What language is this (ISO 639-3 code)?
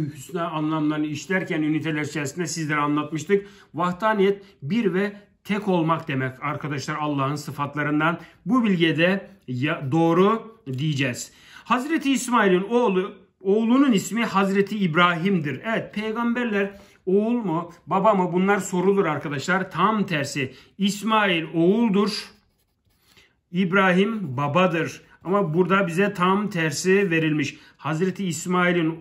tur